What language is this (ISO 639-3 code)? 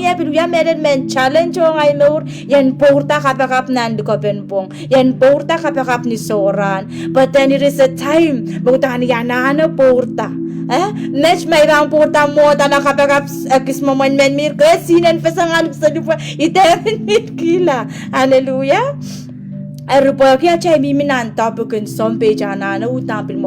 pon